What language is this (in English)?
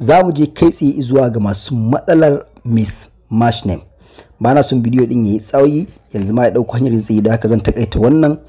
Hausa